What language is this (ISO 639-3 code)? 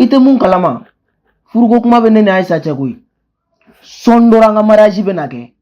bam